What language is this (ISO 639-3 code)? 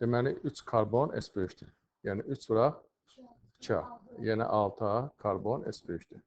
aze